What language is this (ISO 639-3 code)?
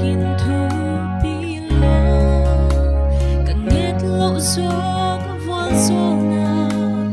pck